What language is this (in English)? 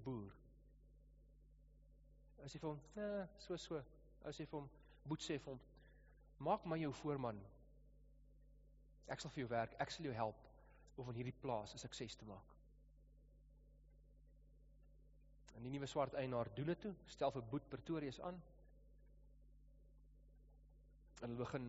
Afrikaans